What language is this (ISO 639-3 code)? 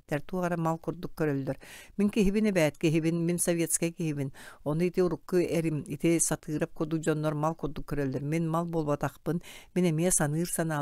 sah